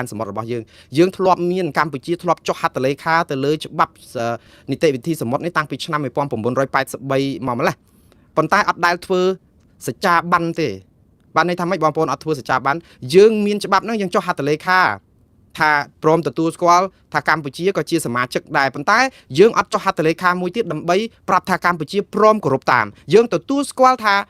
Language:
Khmer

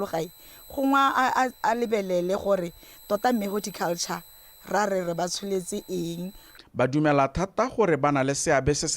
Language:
Tswana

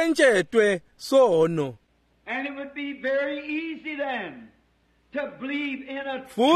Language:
Swati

